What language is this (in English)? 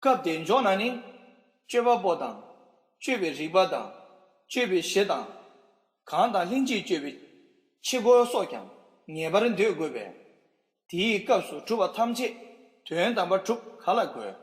Tibetan